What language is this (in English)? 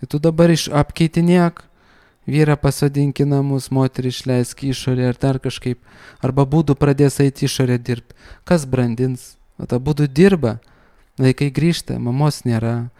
Lithuanian